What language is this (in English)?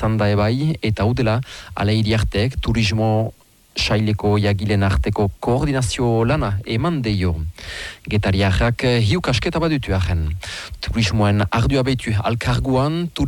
Basque